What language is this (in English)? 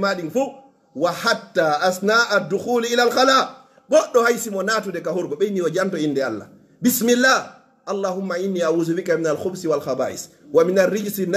Fula